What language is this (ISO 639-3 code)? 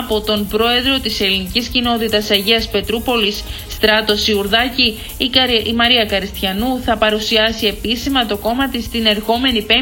ell